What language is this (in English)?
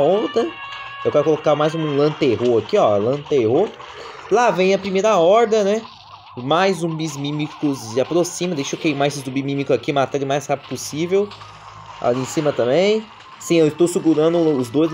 Portuguese